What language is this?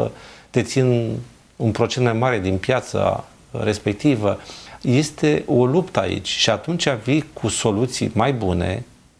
Romanian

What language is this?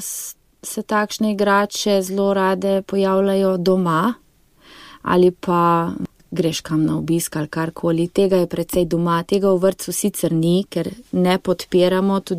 Slovenian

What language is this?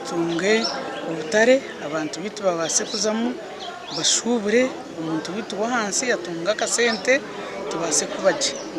Nyankole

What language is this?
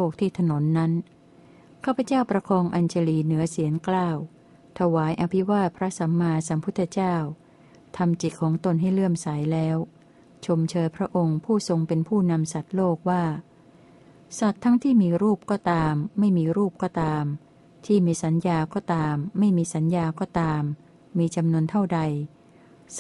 Thai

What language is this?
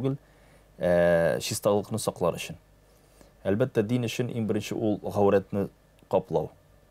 Tatar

